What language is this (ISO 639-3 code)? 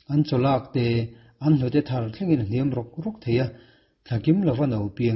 lus